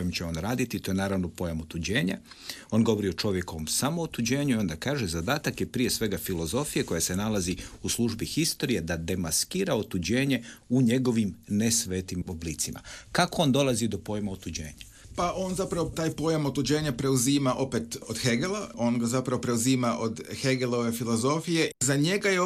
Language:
Croatian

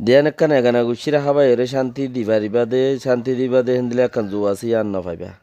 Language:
Rohingya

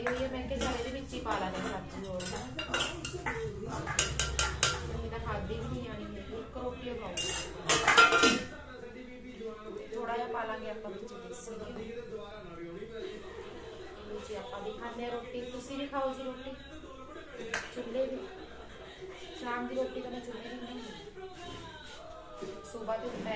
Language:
Punjabi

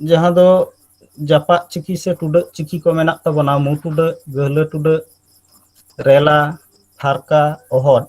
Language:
Santali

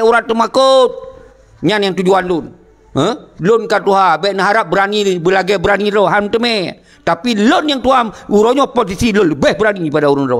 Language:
Achinese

